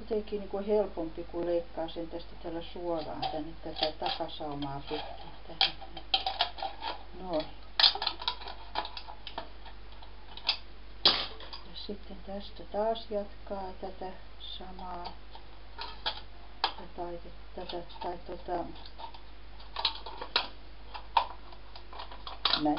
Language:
Finnish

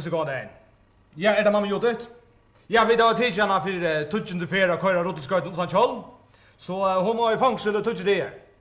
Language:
Faroese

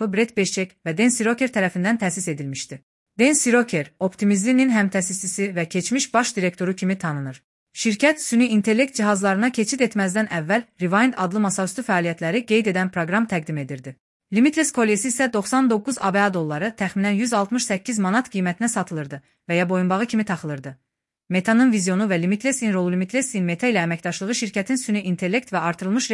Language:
Azerbaijani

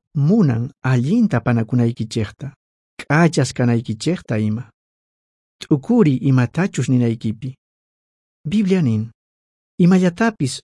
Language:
South Bolivian Quechua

